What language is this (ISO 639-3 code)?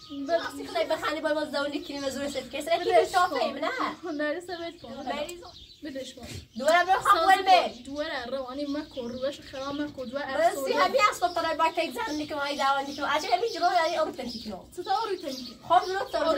fas